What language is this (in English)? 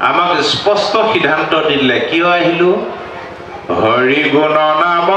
Assamese